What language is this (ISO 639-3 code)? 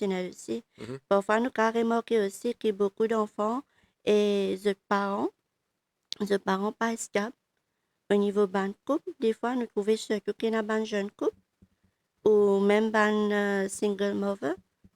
mfe